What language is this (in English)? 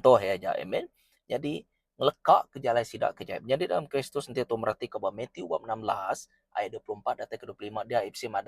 Iban